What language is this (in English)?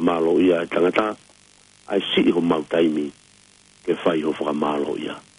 Tongan